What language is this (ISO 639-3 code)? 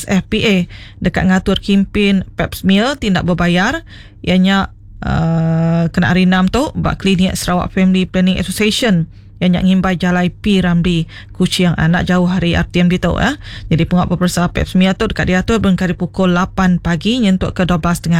iba